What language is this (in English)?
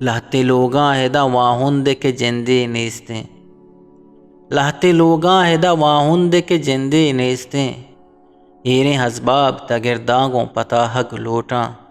Eastern Balochi